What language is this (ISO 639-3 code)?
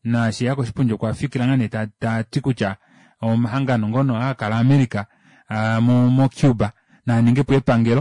kua